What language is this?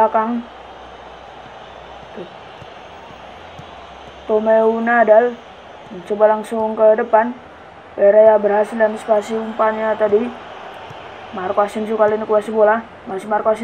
Indonesian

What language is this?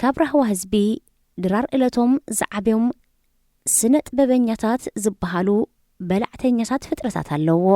Tigrinya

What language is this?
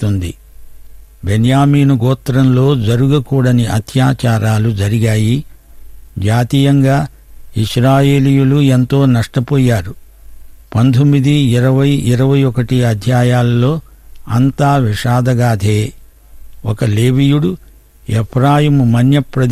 Telugu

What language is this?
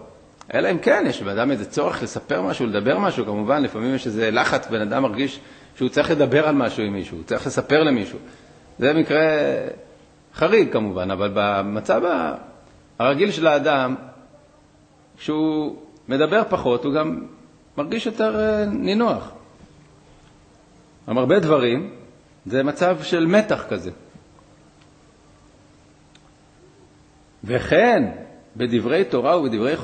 Hebrew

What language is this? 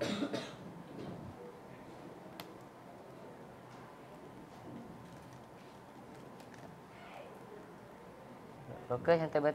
Malay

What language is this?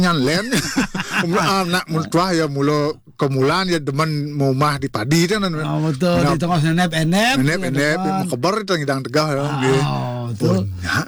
Balinese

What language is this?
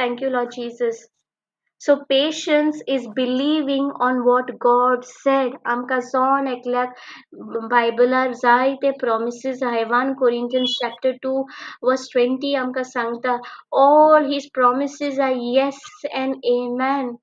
Konkani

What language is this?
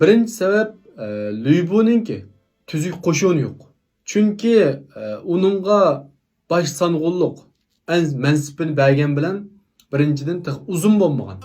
Uyghur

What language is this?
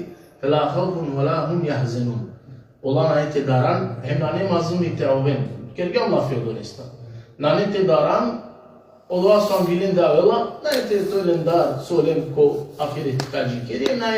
Balkan Romani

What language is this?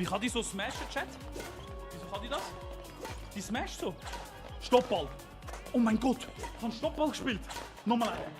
Swiss German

